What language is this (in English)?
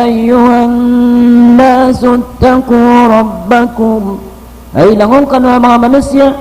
Maranao